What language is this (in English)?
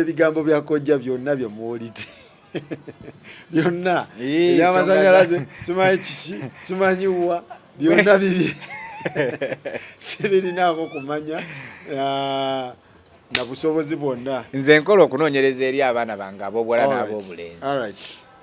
Ganda